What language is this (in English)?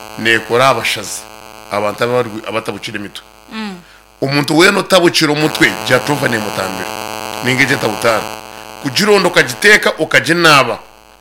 Nyankole